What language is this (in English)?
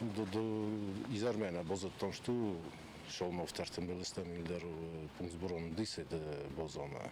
Ossetic